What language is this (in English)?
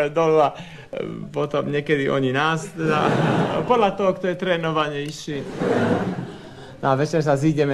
Slovak